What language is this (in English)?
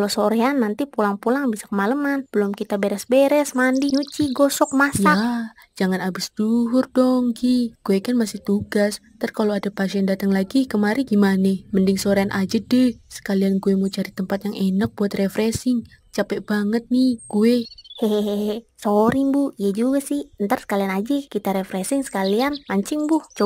Betawi